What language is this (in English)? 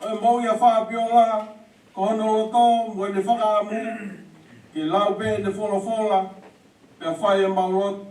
Tongan